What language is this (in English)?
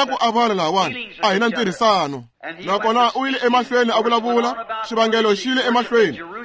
Tsonga